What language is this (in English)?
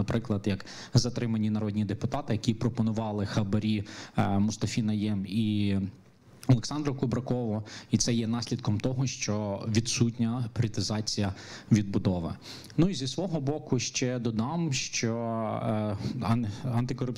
Ukrainian